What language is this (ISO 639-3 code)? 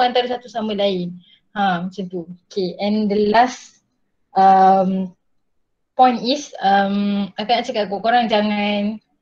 msa